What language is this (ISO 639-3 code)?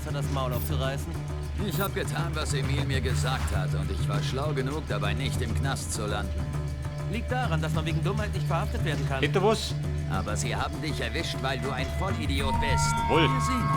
bar